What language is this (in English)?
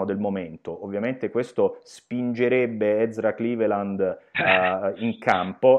Italian